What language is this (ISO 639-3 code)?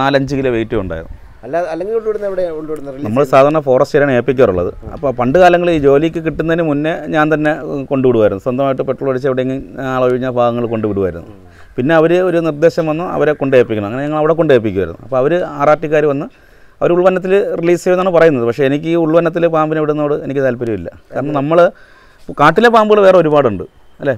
mal